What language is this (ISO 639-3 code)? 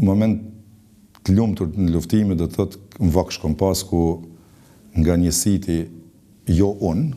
sqi